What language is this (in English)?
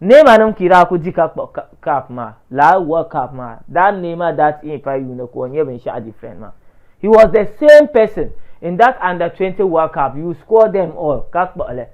Dagbani